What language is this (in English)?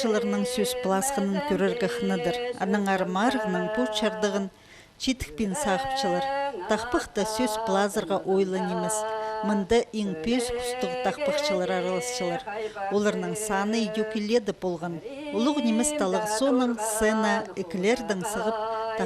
Khakas